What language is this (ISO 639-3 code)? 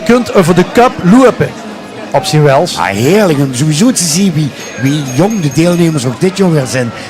lim